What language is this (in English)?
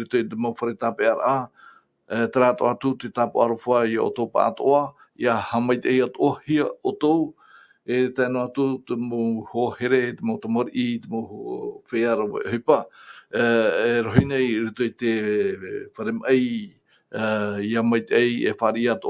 Tahitian